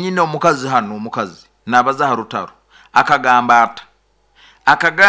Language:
Nyoro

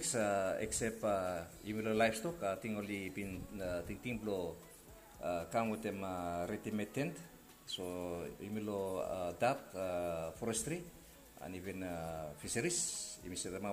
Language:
Bislama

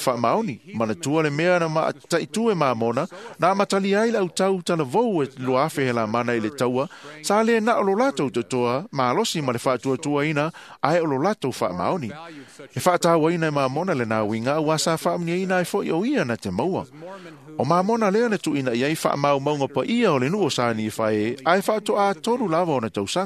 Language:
Samoan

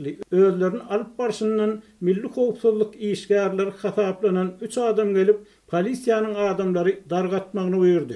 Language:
Turkmen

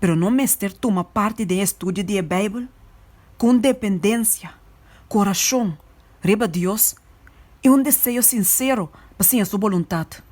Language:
Papiamento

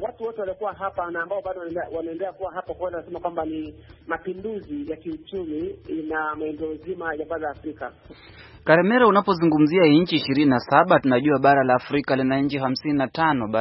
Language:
Swahili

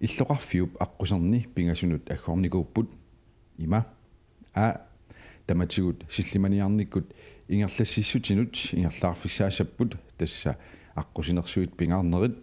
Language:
Kalaallisut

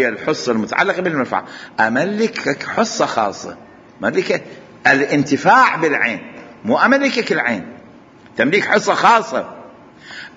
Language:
Mesopotamian Arabic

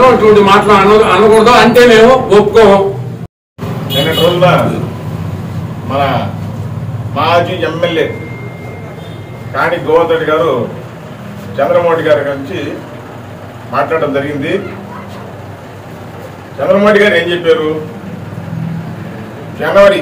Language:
Telugu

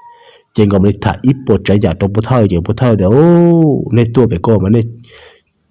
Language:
Hmong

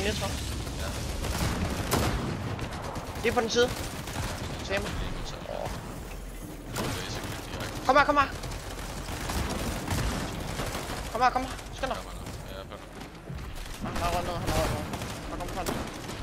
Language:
Danish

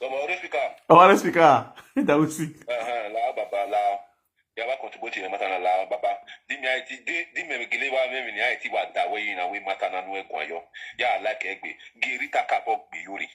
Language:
Nigerian Pidgin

